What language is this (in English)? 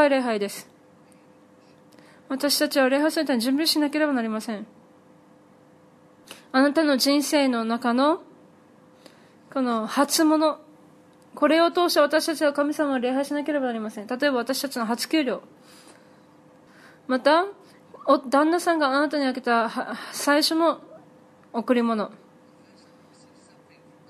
Japanese